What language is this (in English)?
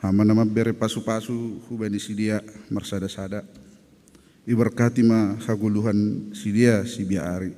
Batak Simalungun